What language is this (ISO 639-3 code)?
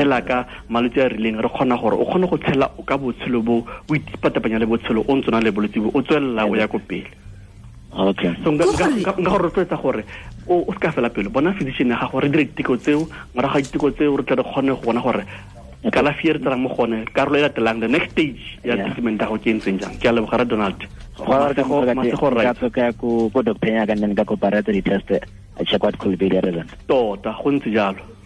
tsn